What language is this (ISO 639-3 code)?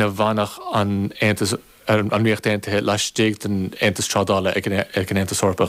gle